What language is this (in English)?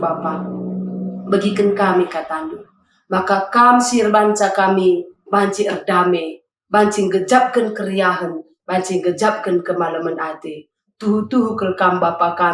Batak Karo